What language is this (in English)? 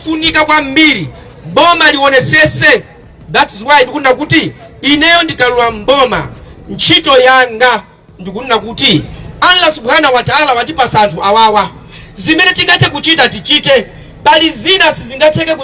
Nyanja